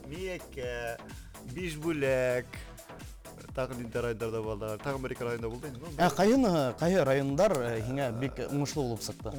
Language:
Bashkir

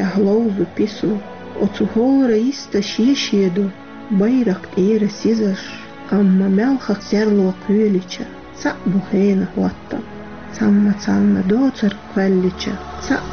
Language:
Chechen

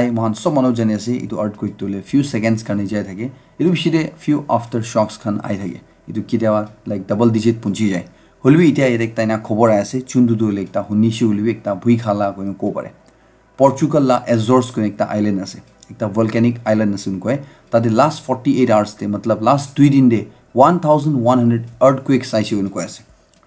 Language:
Naga Pidgin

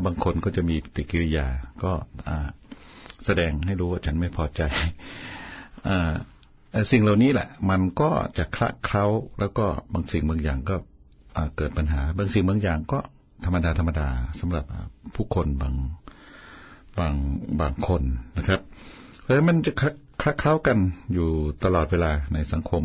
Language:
Thai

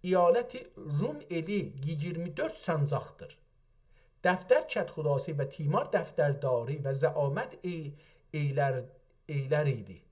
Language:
South Azerbaijani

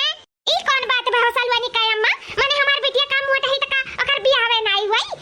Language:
Awadhi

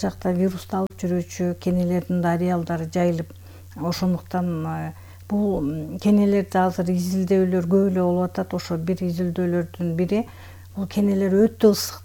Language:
Kyrgyz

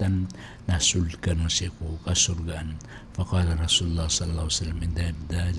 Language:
Maranao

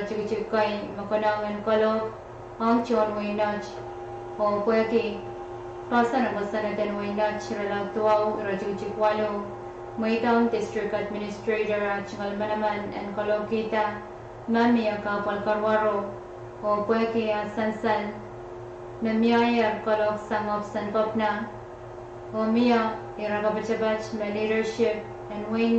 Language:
Pohnpeian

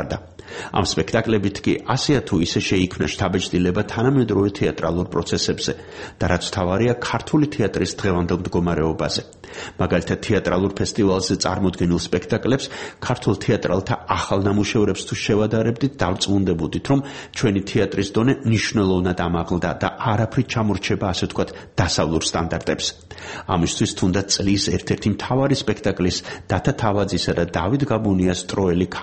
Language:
Georgian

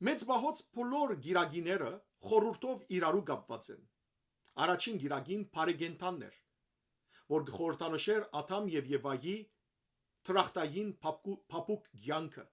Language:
Western Armenian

